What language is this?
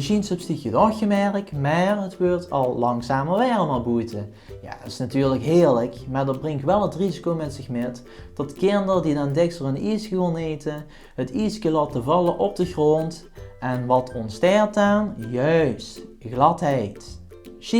Limburgish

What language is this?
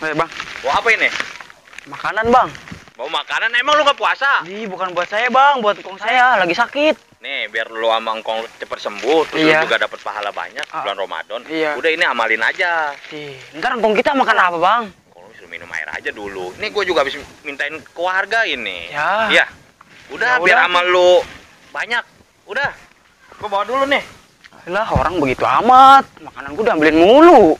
Betawi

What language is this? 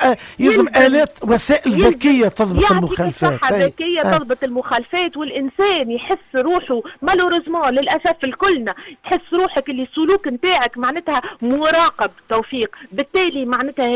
Tunisian Arabic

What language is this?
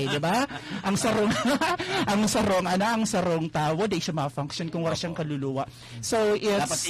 Bikol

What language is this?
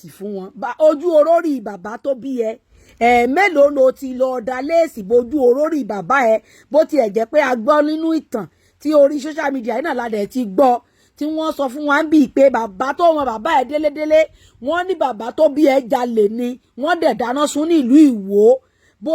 Yoruba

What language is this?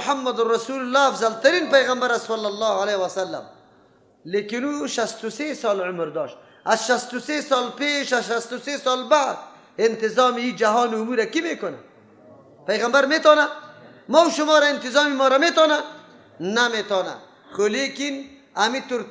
Persian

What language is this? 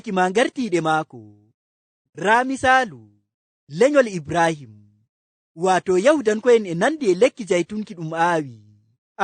Fula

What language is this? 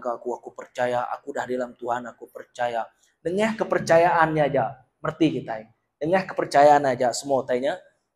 Iban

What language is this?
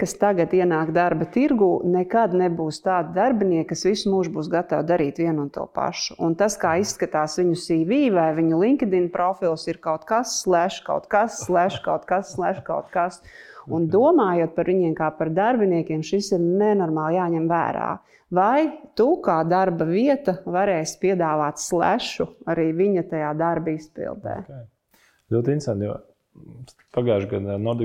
Latvian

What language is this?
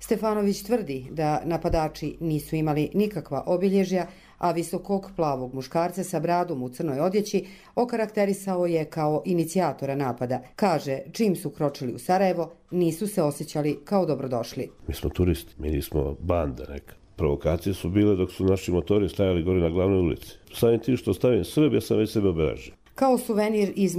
Bosnian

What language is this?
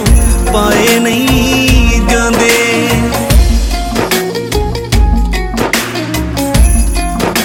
Punjabi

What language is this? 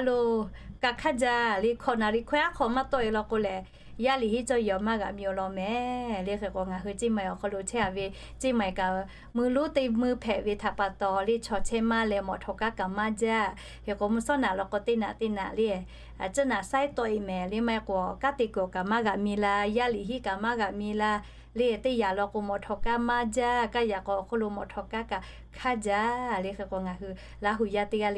Lahu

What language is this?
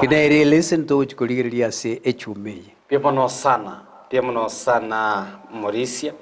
Gusii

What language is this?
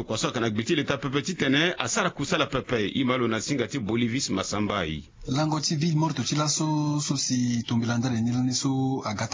Sango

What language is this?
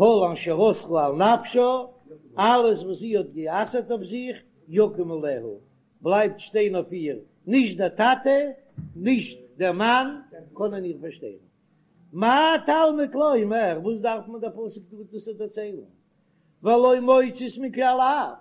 Yiddish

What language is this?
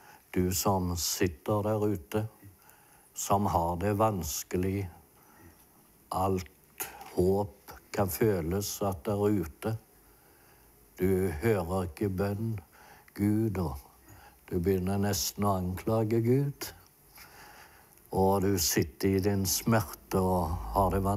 Norwegian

